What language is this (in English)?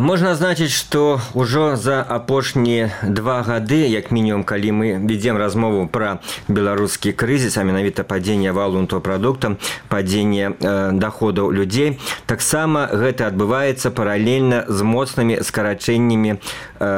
Belarusian